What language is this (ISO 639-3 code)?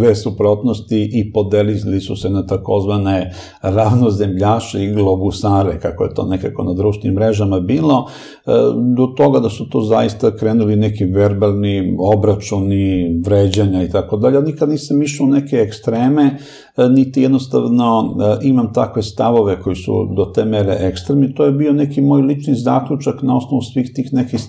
srp